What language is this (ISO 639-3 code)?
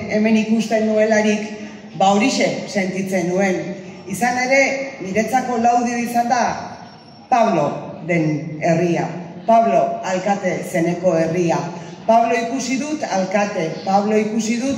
eus